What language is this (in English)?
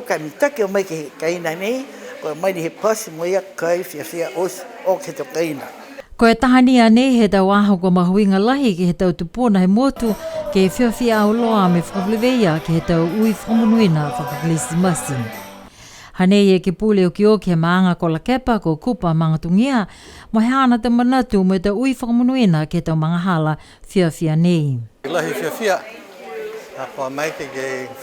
Niuean